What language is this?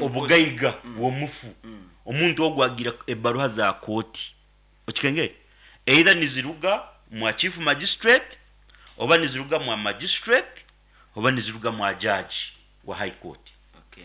Nyankole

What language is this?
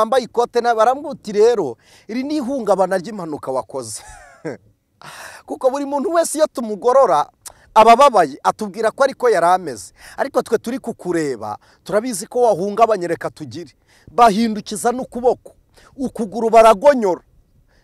Kinyarwanda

